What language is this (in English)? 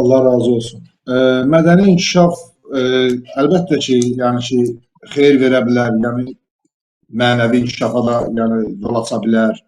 Azerbaijani